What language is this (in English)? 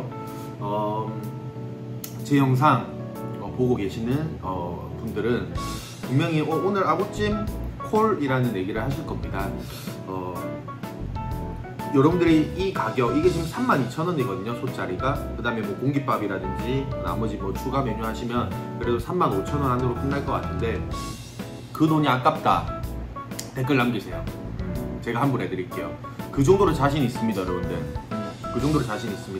Korean